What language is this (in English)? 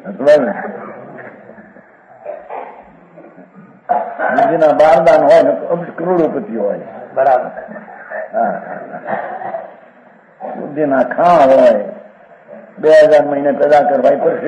Gujarati